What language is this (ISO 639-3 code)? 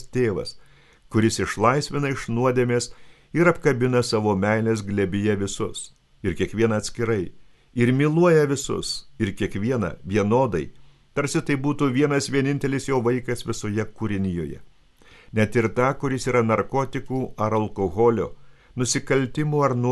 lit